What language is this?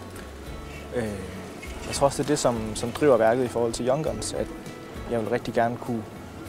Danish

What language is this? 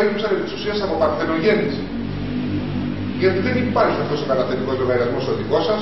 Greek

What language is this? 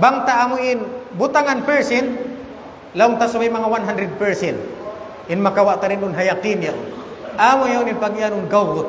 Tausug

